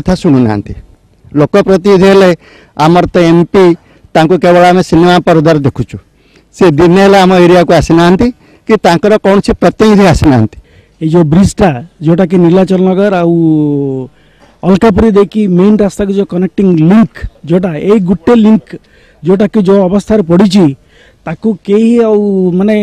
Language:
Odia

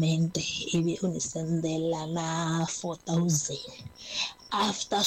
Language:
Tsonga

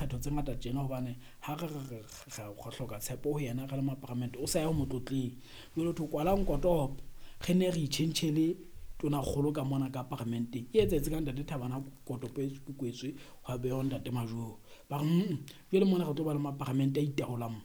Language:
Southern Sotho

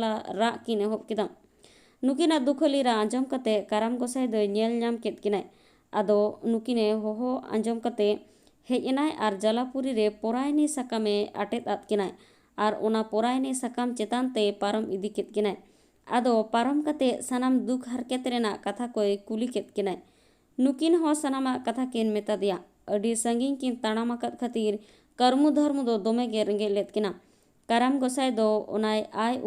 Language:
Santali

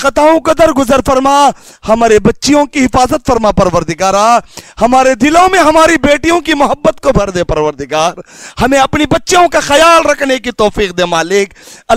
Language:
Urdu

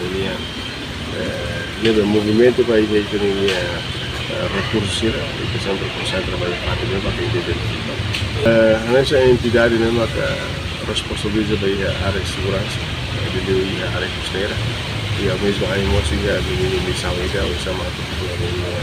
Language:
Tetum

